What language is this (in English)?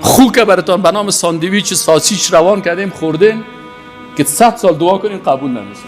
Persian